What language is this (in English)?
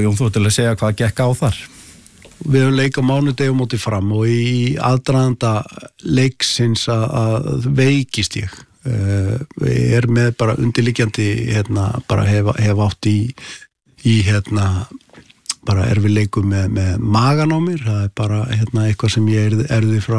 Icelandic